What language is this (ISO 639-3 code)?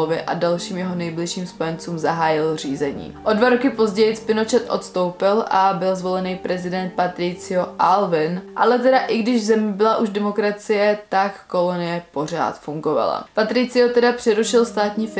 ces